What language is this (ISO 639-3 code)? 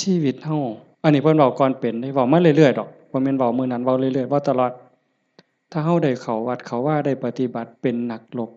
lao